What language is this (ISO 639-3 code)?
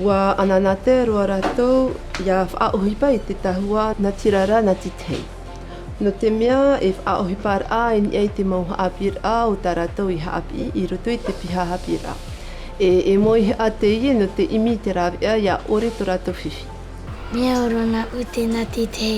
tah